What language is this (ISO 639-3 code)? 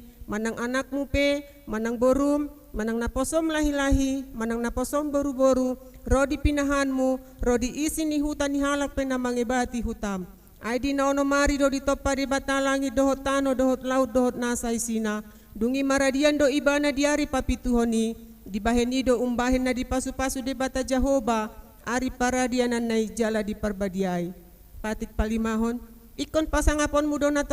bbc